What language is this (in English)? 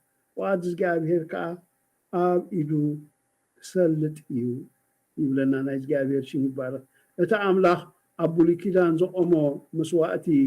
Tigrinya